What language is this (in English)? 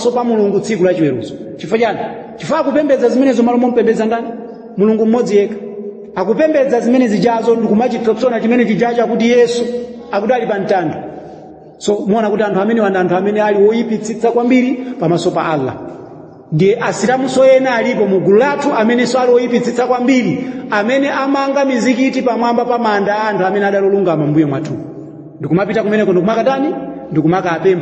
Nyanja